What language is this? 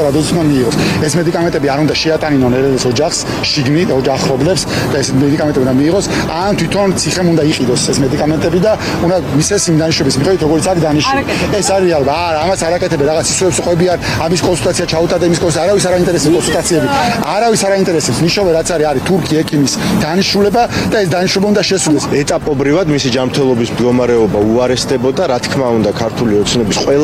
Georgian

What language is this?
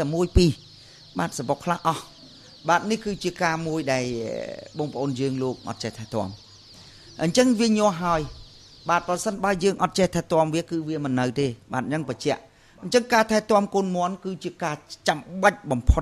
Khmer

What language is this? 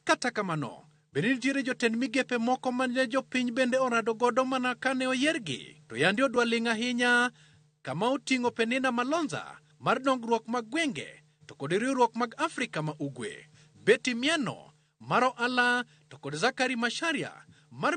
Luo (Kenya and Tanzania)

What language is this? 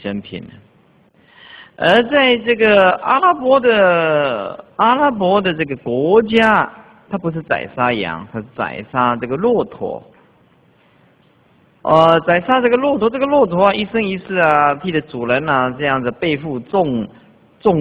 Chinese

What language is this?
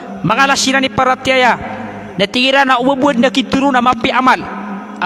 Maranao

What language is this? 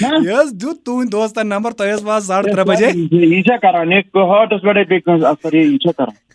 Kashmiri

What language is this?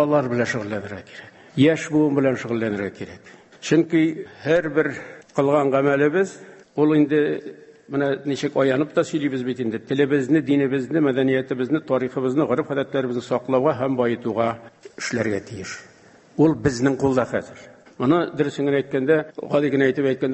Tatar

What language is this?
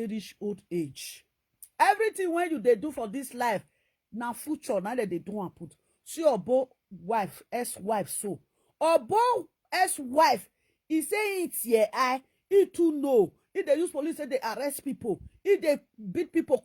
Nigerian Pidgin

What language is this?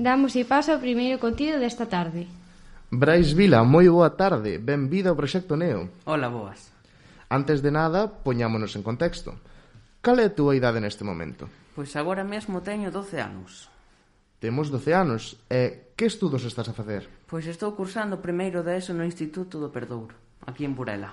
Galician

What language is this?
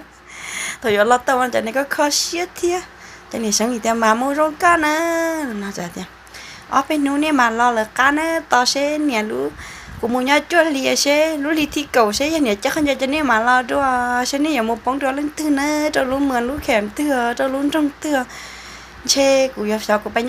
Hmong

